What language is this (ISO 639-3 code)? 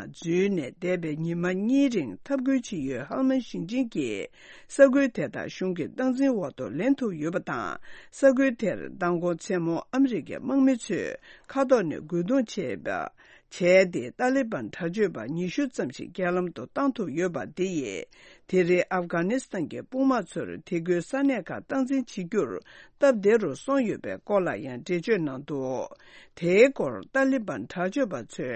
bod